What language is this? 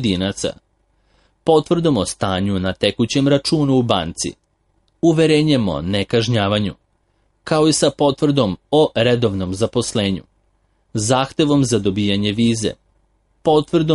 Serbian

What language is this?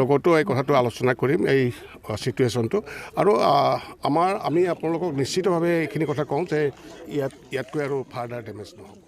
Assamese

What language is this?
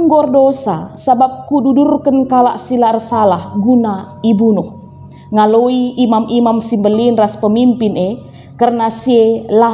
Batak Karo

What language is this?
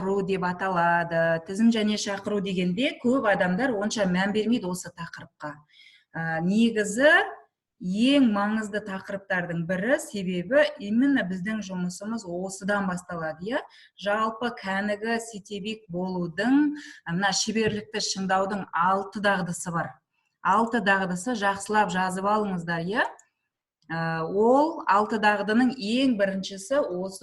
Kazakh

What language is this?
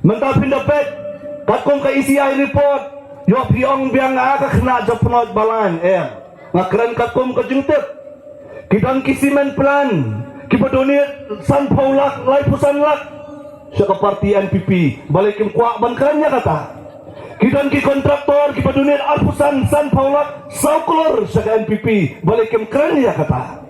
Khasi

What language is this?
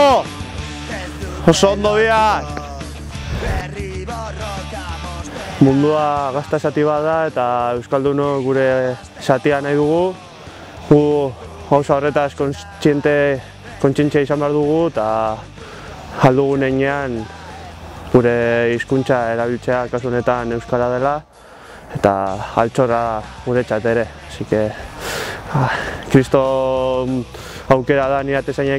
Basque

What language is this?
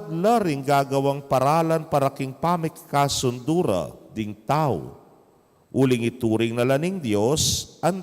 Pampanga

